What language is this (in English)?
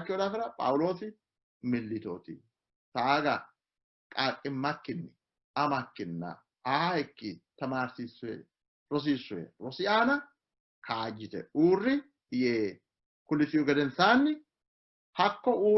Sidamo